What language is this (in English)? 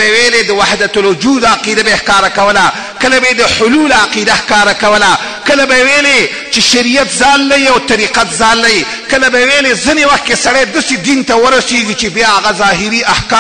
Pashto